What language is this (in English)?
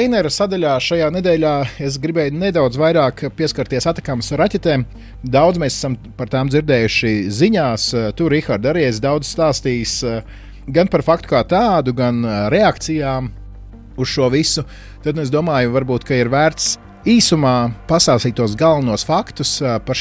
Latvian